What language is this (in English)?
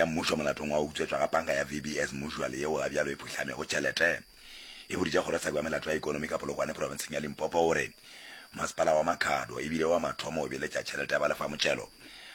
Northern Sotho